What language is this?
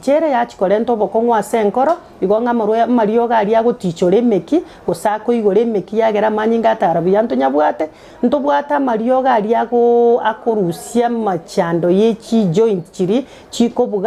Gusii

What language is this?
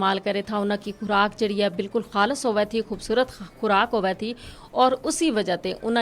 Gujari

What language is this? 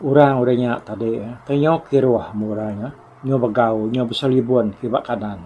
Iban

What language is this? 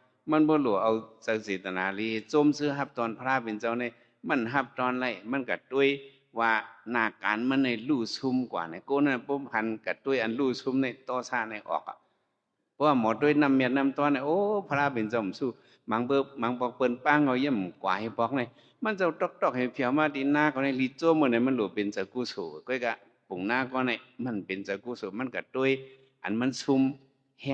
Shan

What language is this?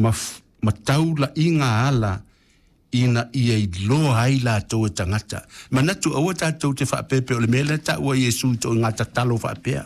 Samoan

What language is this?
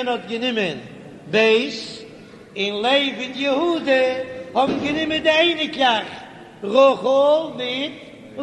Yiddish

